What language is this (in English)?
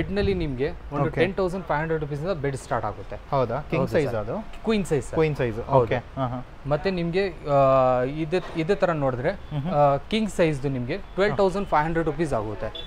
Kannada